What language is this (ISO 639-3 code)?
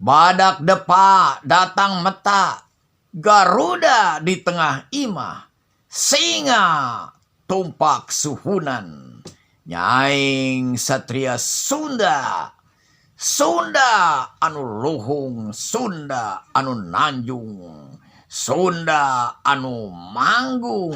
sun